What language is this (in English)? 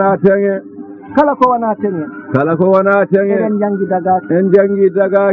Fula